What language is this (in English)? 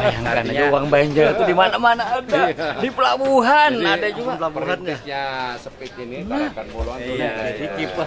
Banjar